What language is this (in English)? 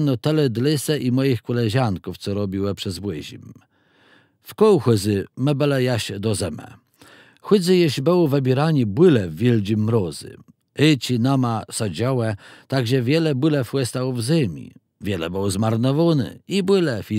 Kashubian